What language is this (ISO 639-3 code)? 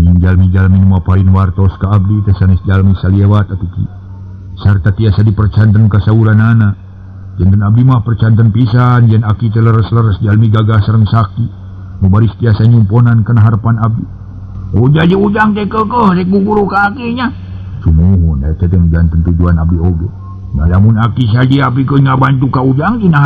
sun